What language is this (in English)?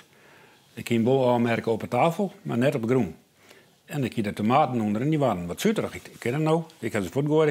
Western Frisian